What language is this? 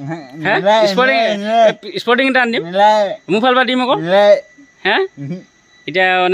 Assamese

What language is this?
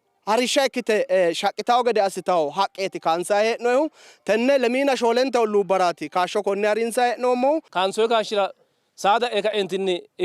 Sidamo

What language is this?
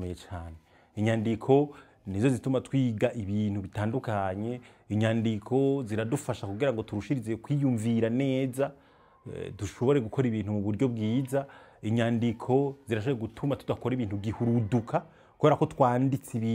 Rundi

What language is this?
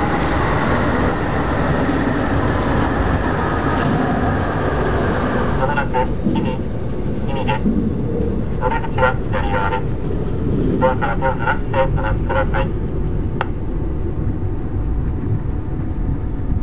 Japanese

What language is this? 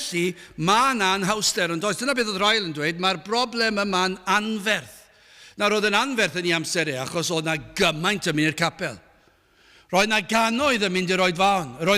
Welsh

